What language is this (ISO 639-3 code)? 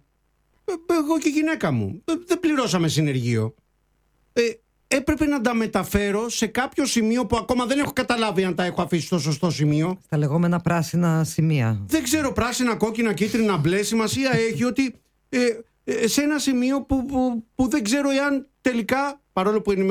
ell